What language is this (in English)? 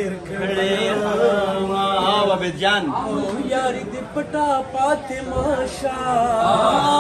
Pashto